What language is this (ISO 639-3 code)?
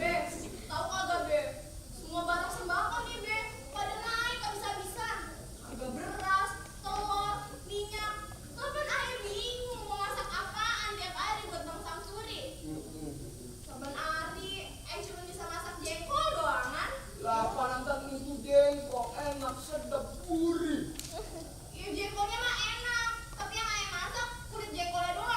bew